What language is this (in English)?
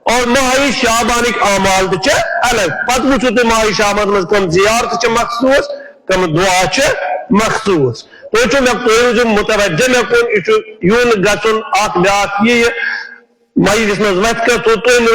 Kashmiri